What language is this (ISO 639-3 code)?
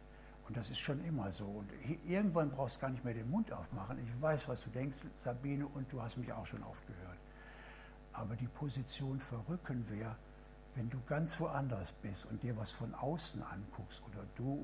deu